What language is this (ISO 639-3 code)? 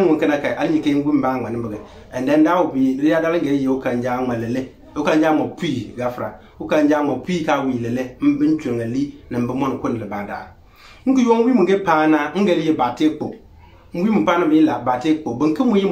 xon